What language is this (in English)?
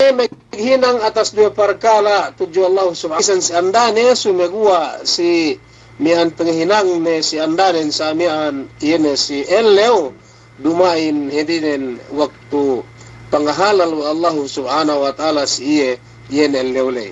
Yakan